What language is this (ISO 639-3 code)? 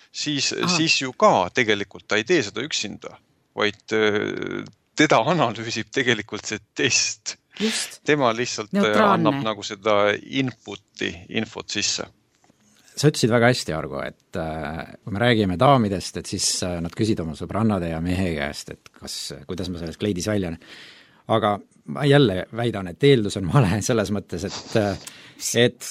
est